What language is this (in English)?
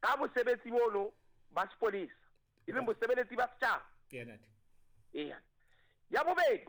Southern Sotho